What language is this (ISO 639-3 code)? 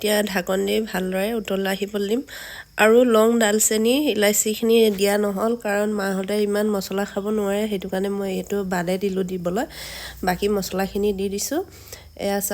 asm